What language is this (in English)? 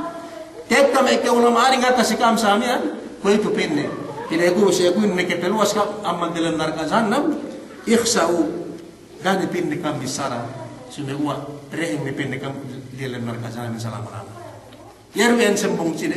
Yakan